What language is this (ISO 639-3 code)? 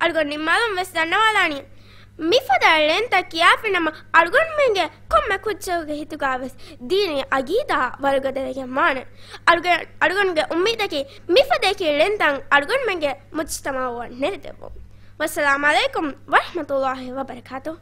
div